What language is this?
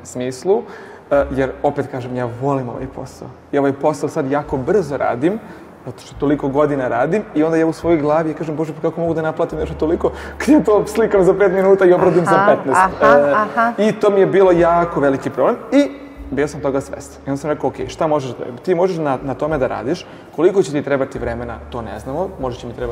Serbian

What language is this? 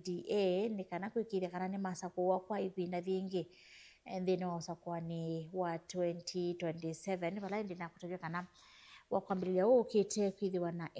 Kamba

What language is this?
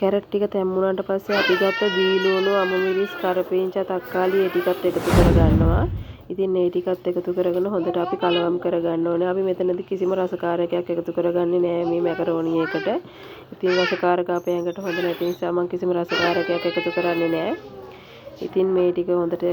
Sinhala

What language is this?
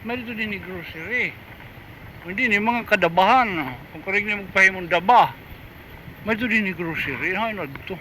Waray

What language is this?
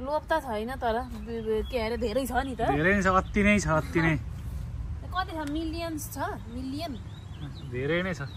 Nepali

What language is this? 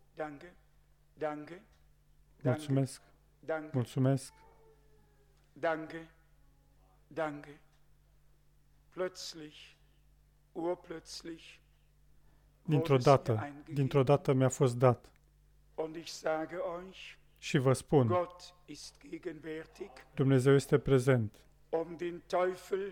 Romanian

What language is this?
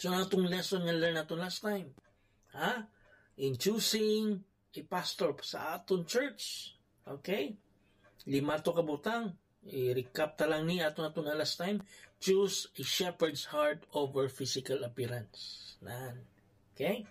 Hiligaynon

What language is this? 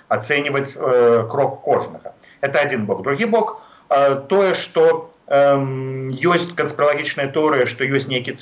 Belarusian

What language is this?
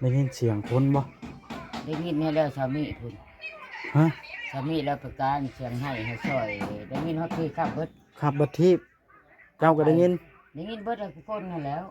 Northeastern Thai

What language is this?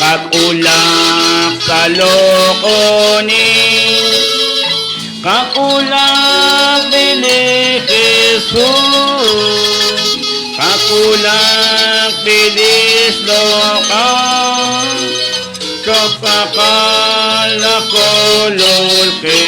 Kekchí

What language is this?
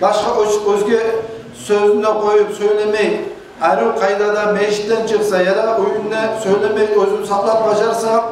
Kumyk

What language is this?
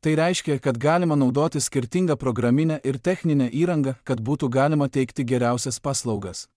Lithuanian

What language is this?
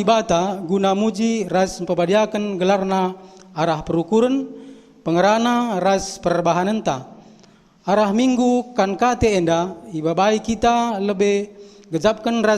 Batak Karo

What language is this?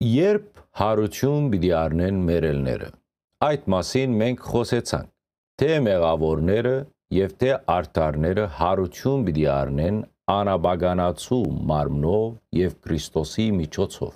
Western Armenian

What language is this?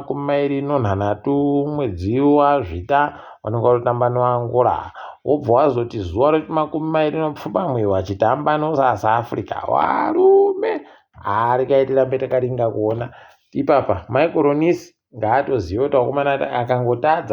Ndau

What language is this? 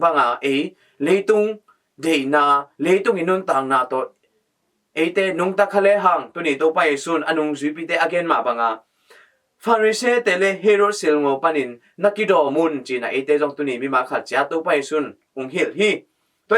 Tedim Chin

